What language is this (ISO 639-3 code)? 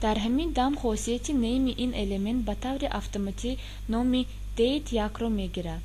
tgk